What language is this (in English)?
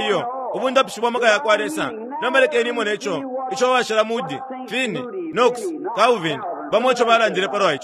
Bemba